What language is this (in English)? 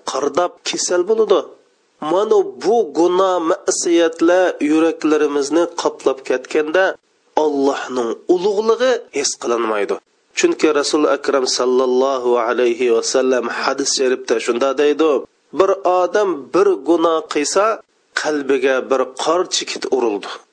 Uyghur